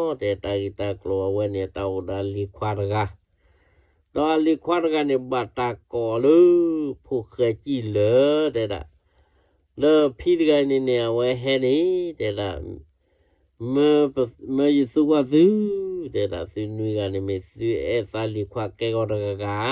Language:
S'gaw Karen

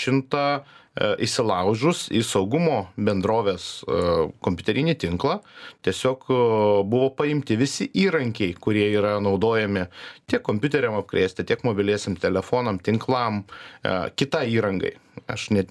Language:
Lithuanian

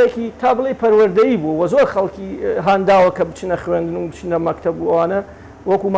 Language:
Central Kurdish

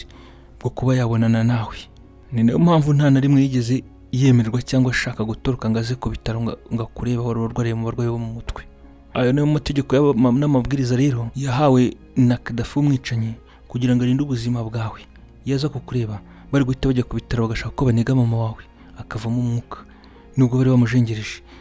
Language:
Kinyarwanda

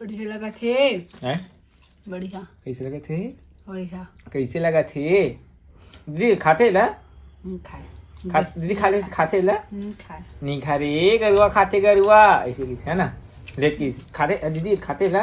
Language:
Chhattisgarhi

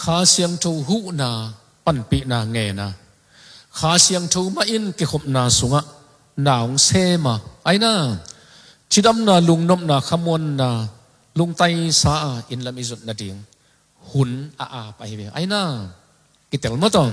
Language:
Tedim Chin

